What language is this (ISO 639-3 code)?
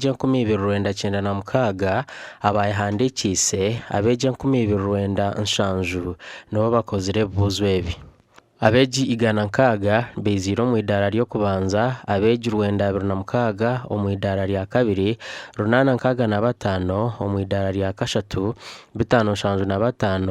nyn